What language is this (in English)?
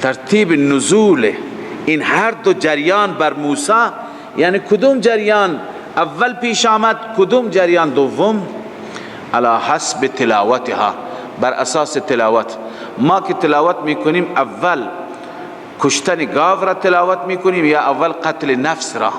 Persian